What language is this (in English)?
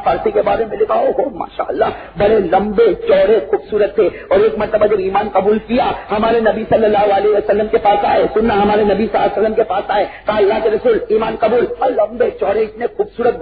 Urdu